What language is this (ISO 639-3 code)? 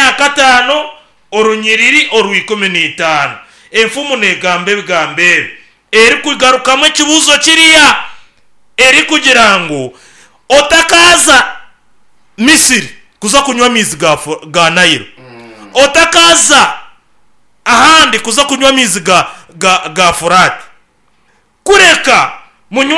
nyn